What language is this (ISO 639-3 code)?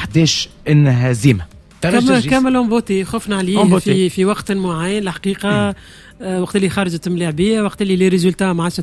aeb